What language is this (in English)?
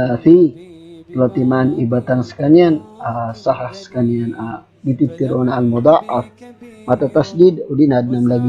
Maranao